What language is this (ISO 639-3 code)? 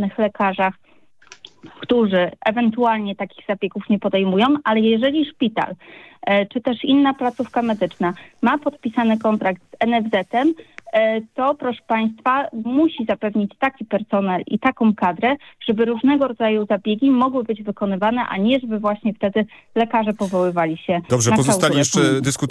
pol